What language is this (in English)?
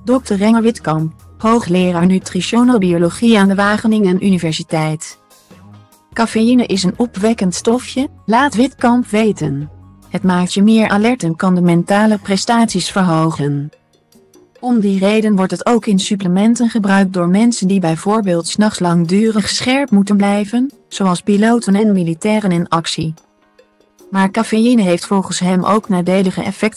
Dutch